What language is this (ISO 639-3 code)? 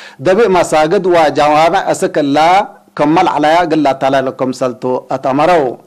tig